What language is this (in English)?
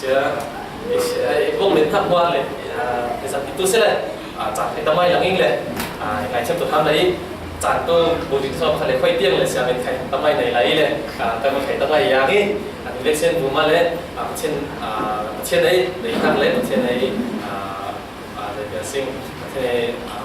Falam Chin